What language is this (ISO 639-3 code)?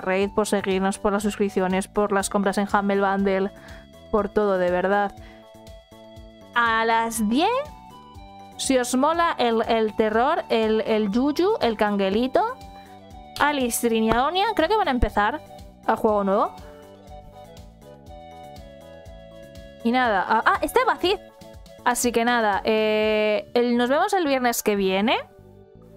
spa